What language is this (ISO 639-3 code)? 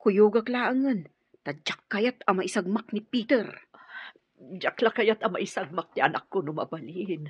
ilo